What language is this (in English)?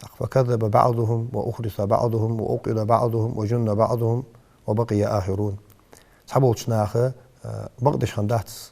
Ingush